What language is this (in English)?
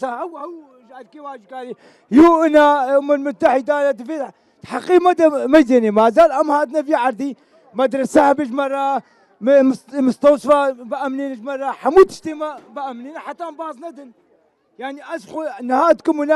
Kurdish